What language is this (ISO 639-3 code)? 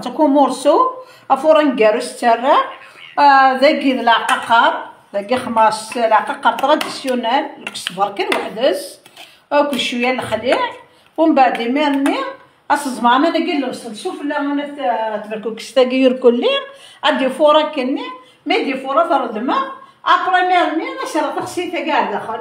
kab